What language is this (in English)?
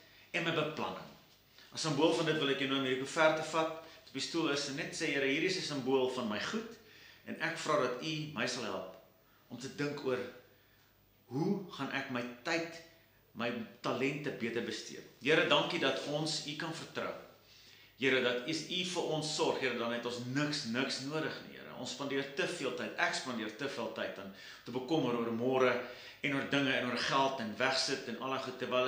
Afrikaans